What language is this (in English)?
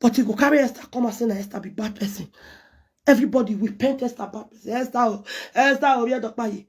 Nigerian Pidgin